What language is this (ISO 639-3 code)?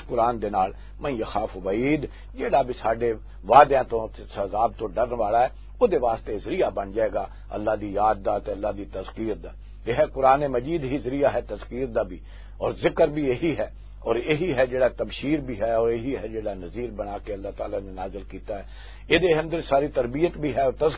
lah